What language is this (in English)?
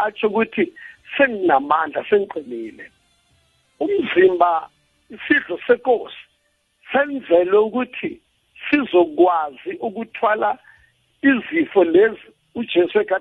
South Ndebele